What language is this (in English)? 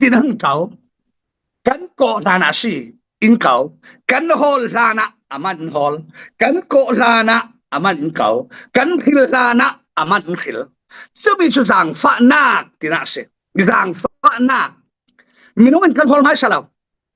Falam Chin